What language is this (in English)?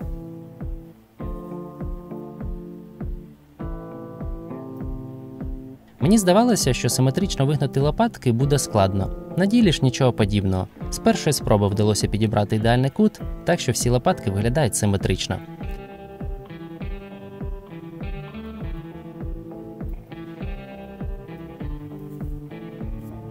Ukrainian